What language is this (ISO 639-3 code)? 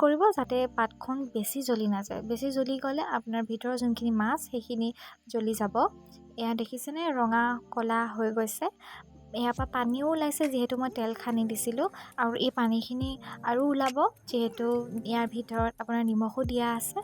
asm